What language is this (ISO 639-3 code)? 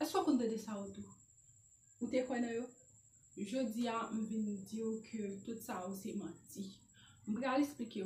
hat